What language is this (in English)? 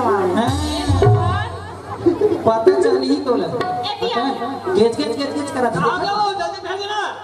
Chhattisgarhi